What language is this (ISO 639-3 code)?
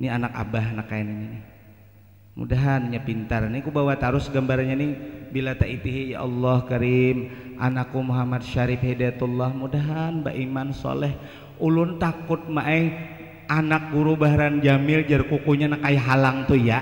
bjn